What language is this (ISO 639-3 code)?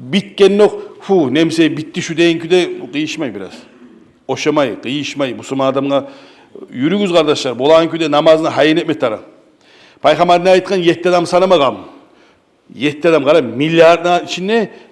kum